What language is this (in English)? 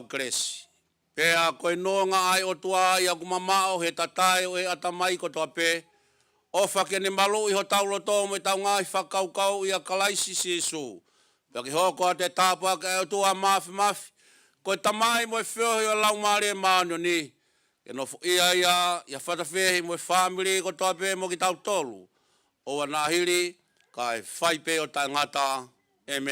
Tongan